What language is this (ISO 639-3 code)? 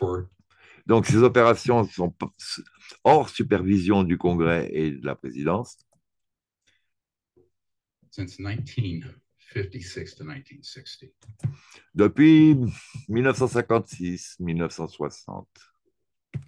fra